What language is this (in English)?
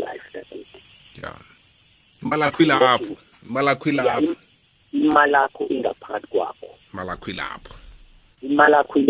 South Ndebele